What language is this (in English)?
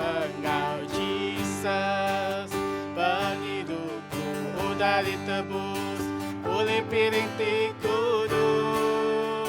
Iban